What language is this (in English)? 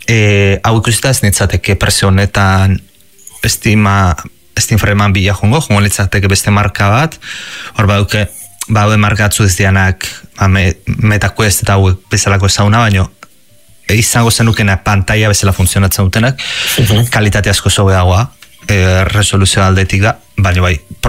Basque